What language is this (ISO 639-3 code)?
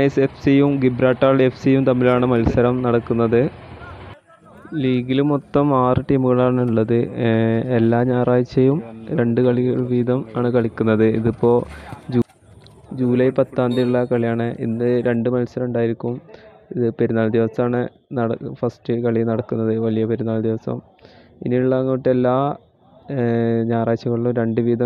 mal